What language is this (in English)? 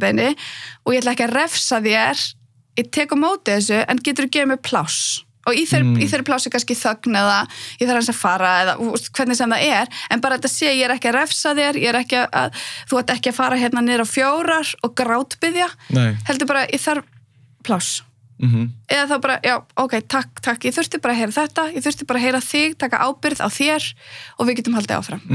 Icelandic